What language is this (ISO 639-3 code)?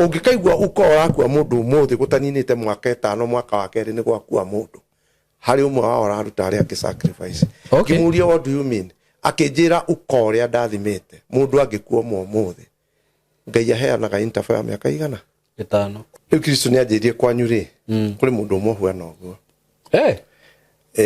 kik